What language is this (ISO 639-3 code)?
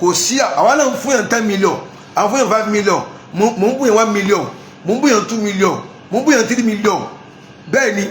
yor